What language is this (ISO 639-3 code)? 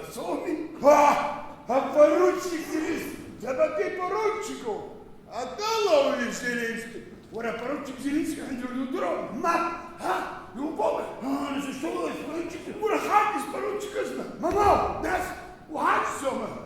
abk